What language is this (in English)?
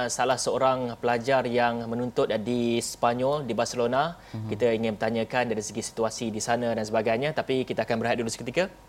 Malay